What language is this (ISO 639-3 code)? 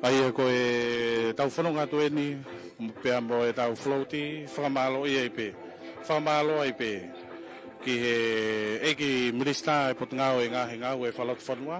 ton